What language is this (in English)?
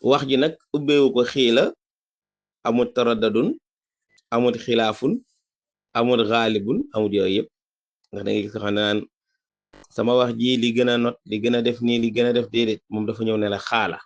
Wolof